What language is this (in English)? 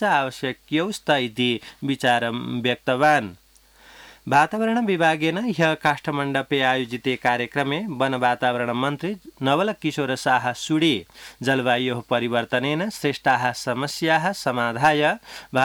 Sanskrit